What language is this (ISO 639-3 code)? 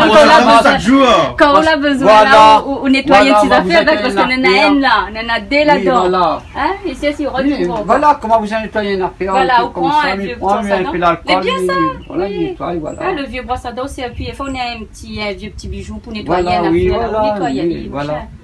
rcf